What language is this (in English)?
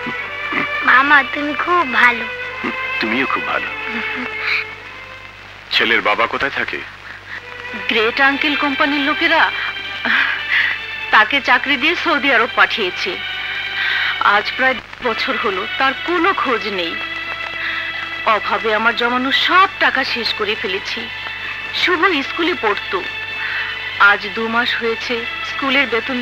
Bangla